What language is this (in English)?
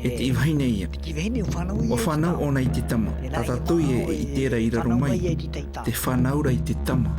Tahitian